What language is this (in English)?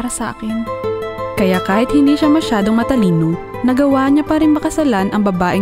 Filipino